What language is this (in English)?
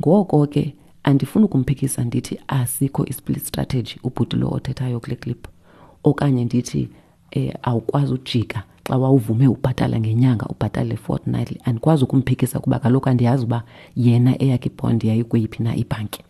Xhosa